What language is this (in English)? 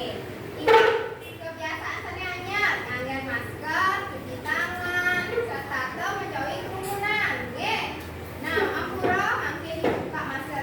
Balinese